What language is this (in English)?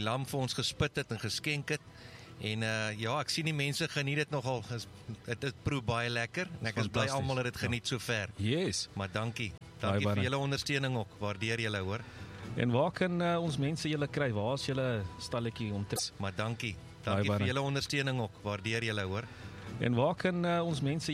Afrikaans